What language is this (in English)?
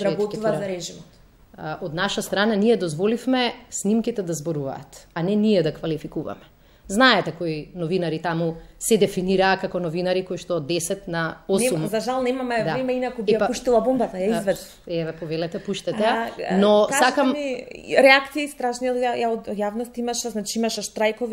Macedonian